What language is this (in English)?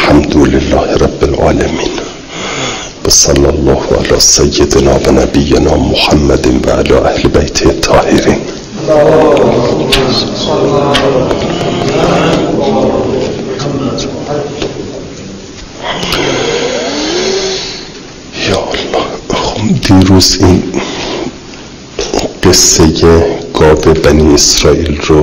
Persian